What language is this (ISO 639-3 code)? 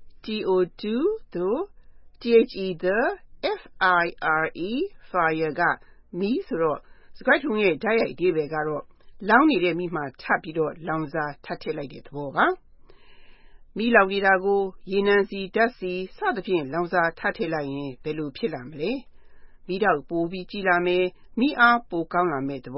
mya